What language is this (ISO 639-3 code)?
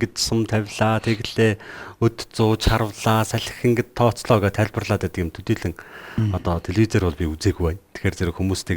mon